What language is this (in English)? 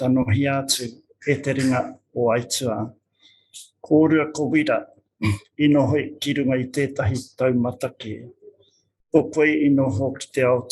Māori